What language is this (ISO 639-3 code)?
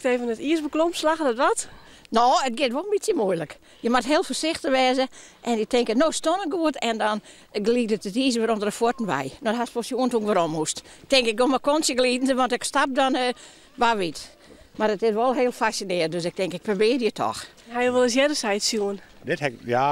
fry